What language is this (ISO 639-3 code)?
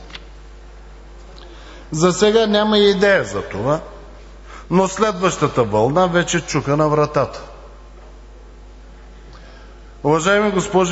bul